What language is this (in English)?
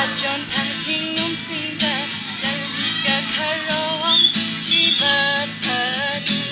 Tangkhul Naga (India)